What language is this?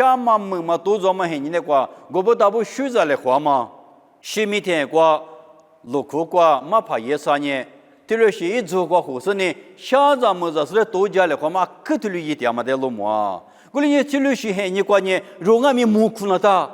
Lisu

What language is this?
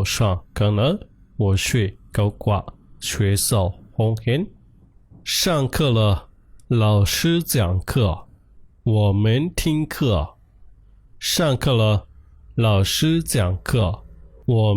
Shan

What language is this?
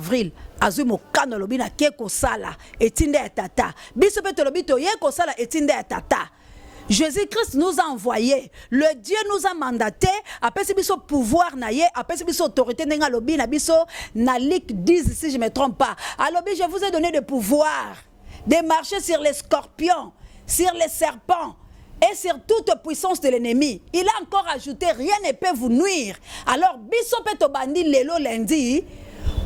Lingala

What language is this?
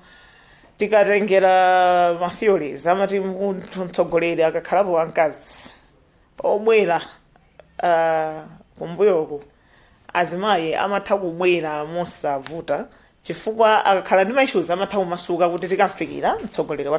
Nyanja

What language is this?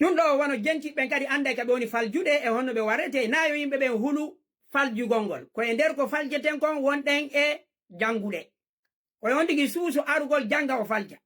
Fula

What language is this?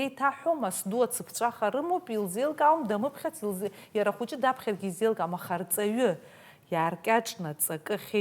Abkhazian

